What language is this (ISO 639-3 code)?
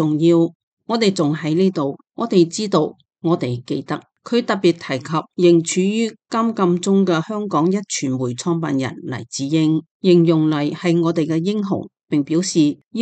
yue